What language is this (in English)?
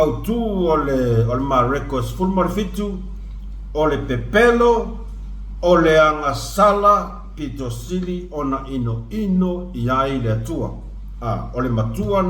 Samoan